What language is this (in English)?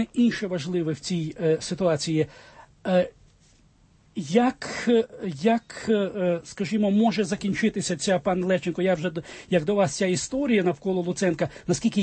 Ukrainian